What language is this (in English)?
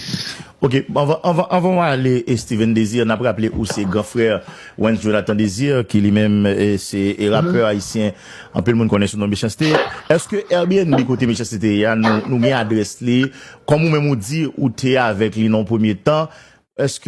Haitian Creole